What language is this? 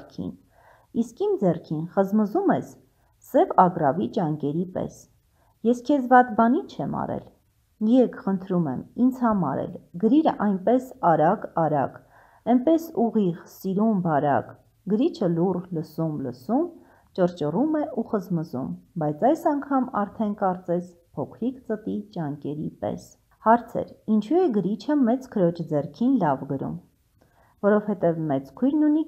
Armenian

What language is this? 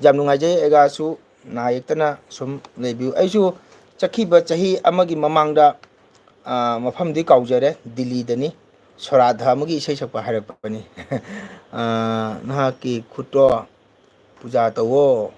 Manipuri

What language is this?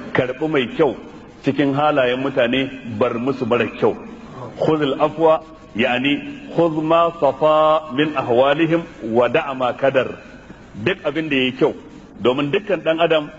Hausa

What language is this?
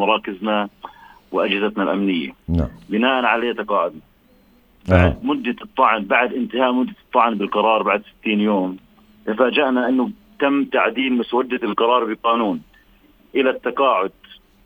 North Levantine Arabic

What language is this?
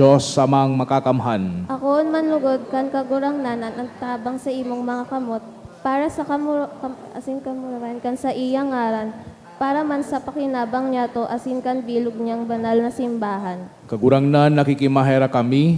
Bikol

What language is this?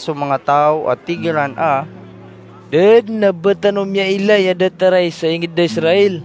Maranao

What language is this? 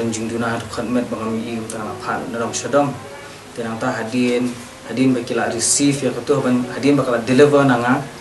Khasi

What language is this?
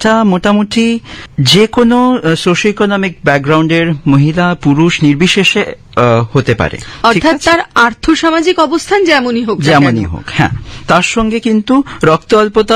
Bangla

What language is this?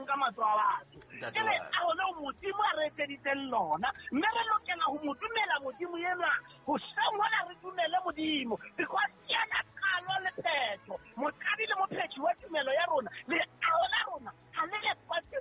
Southern Sotho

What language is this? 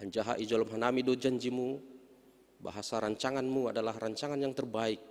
Batak Simalungun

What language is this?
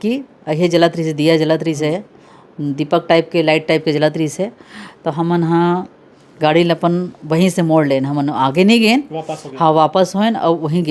Chhattisgarhi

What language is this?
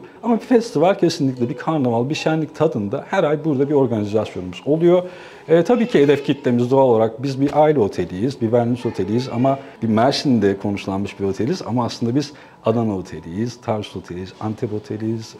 Turkish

